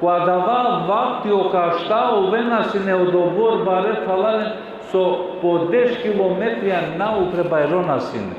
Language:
Balkan Romani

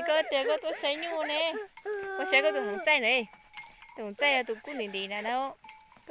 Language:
Hmong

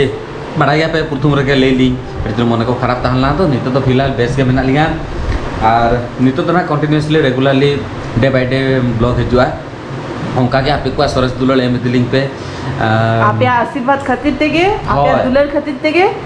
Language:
Santali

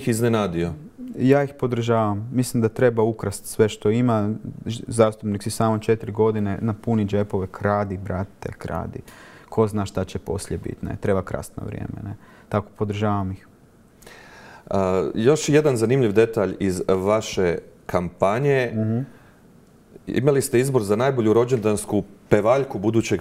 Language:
Croatian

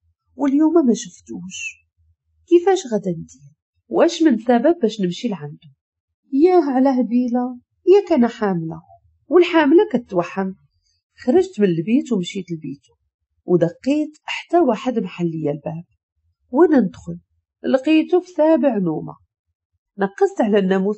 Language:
Moroccan Arabic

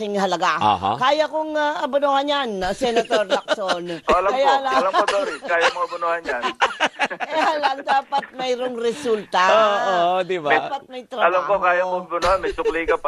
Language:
Filipino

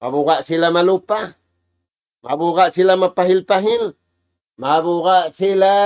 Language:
Tausug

